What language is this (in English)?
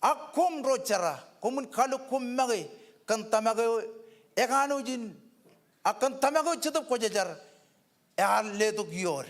Marshallese